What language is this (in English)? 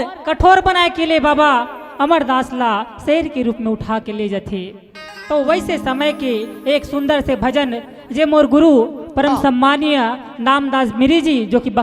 Chhattisgarhi